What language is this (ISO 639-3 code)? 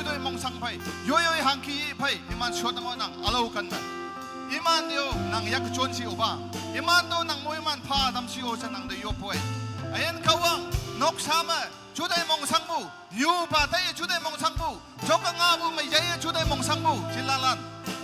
nag